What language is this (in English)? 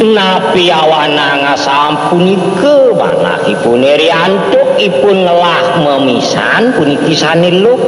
Balinese